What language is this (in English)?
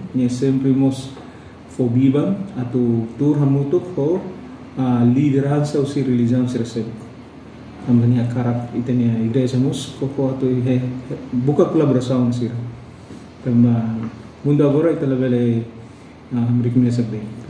Tetum